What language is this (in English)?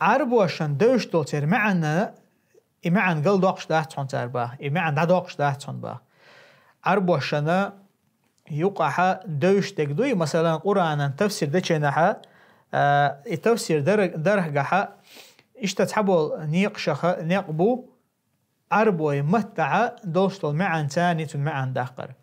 Chechen